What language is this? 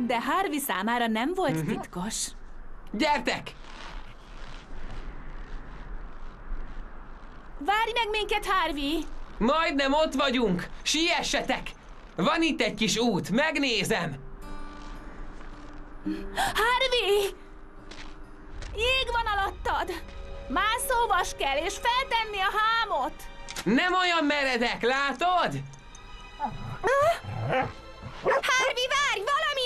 Hungarian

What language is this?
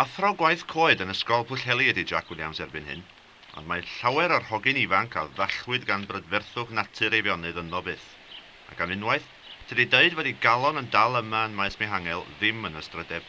Welsh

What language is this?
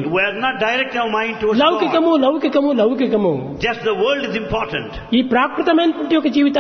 Telugu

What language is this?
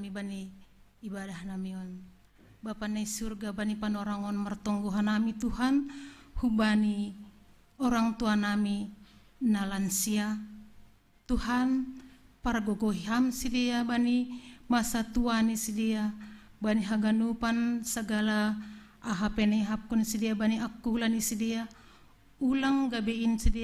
Batak Simalungun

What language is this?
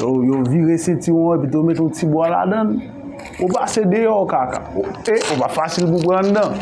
Haitian Creole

